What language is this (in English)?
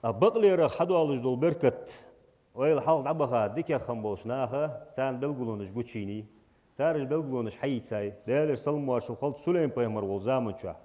Ingush